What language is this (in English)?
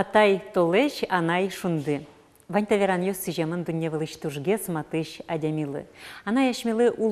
Udmurt